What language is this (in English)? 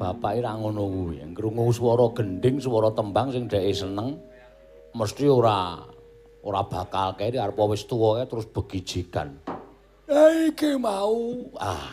Javanese